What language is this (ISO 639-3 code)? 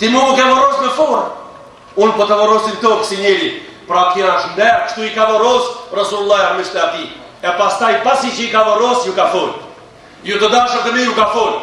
sqi